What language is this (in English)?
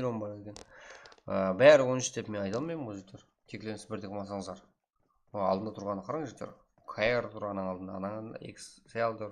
Kara-Kalpak